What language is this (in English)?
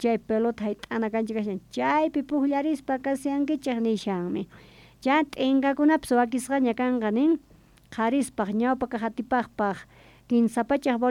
South Bolivian Quechua